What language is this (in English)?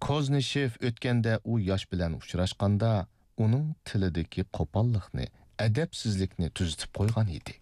Uyghur